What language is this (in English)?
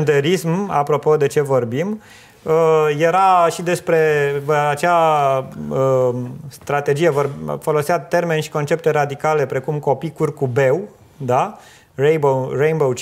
Romanian